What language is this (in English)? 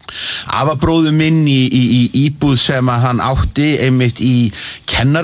Icelandic